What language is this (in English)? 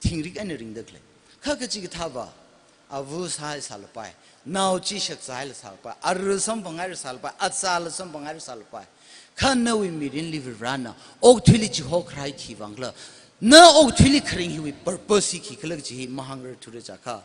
Tangkhul Naga (India)